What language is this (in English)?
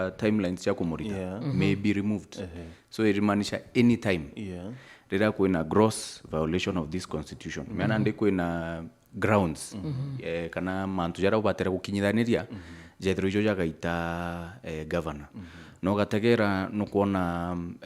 Meru